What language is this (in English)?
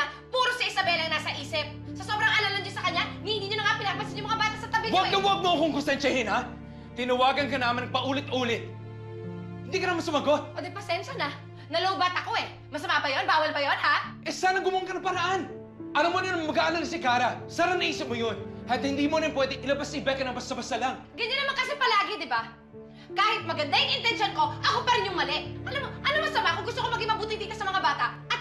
Filipino